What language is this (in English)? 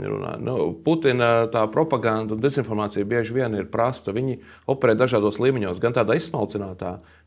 Latvian